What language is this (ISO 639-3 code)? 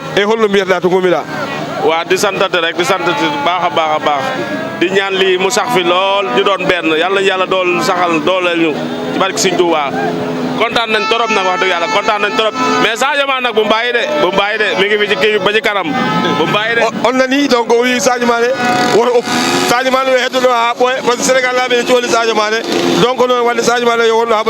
ful